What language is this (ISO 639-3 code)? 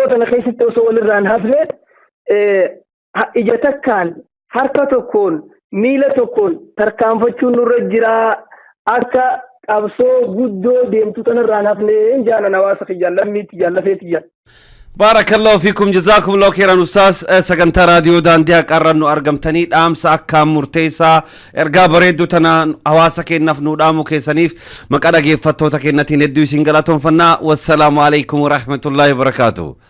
orm